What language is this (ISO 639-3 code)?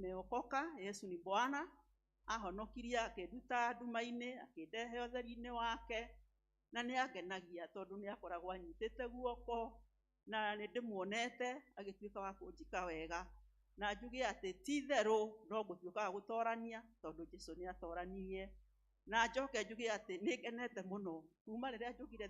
kik